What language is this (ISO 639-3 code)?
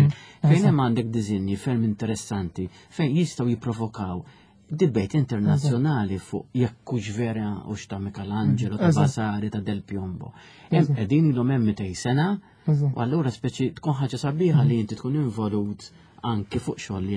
mlt